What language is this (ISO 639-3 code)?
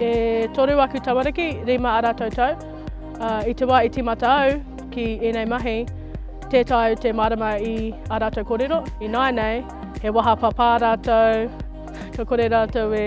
mri